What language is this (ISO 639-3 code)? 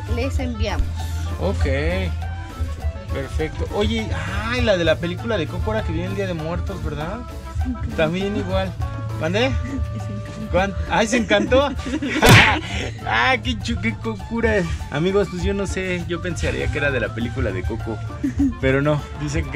spa